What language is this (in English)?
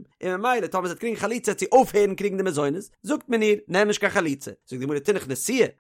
Yiddish